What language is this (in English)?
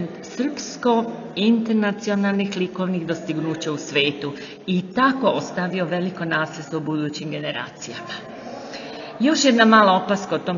Serbian